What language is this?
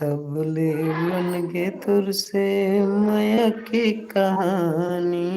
Chhattisgarhi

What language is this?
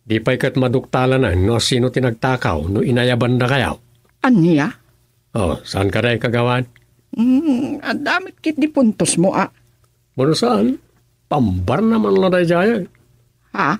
Iloko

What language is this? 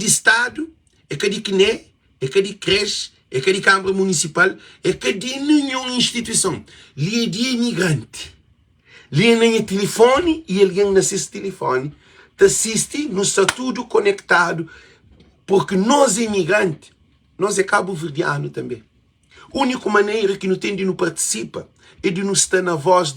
Kabuverdianu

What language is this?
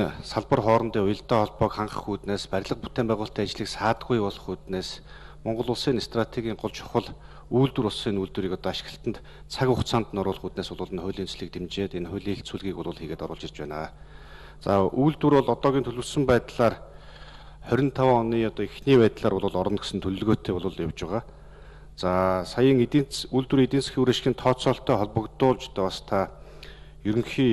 Mongolian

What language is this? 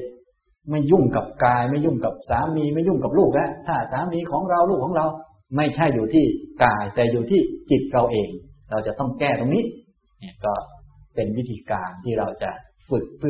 Thai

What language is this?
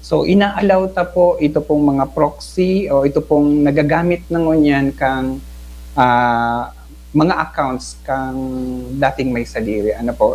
Bikol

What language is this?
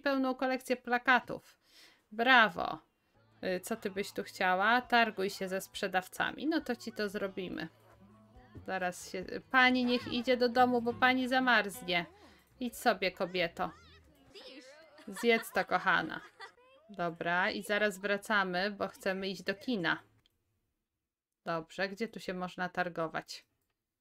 Polish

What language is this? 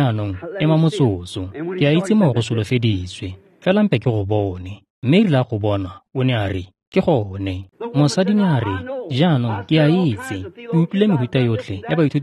Tswana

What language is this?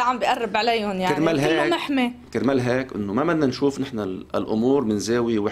North Levantine Arabic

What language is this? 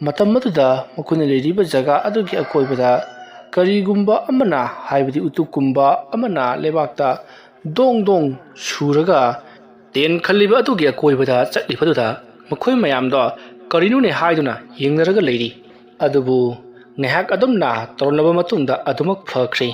Manipuri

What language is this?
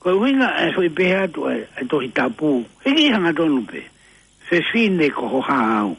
Tongan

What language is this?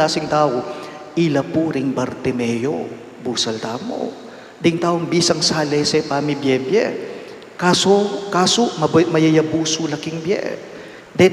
Pampanga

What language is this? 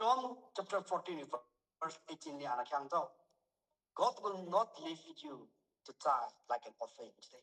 Tangkhul Naga (India)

